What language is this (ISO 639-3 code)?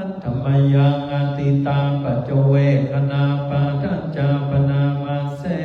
pli